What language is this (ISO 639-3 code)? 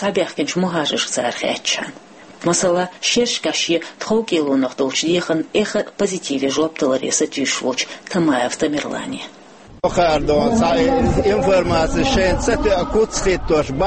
che